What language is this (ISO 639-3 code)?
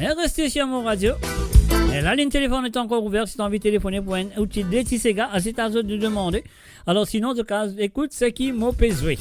mfe